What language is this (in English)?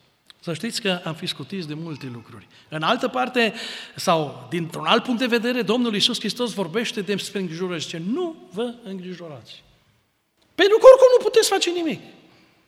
Romanian